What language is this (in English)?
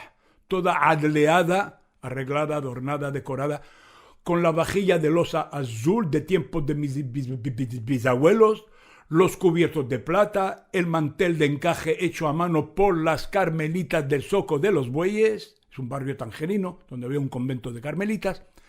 Ladino